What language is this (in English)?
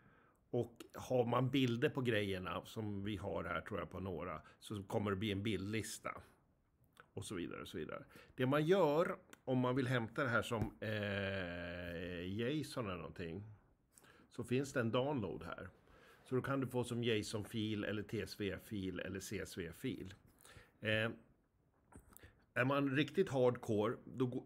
Swedish